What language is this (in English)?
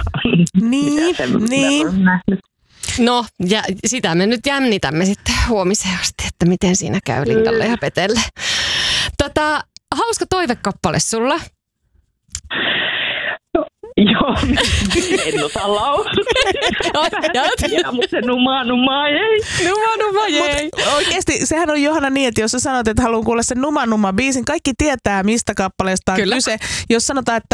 Finnish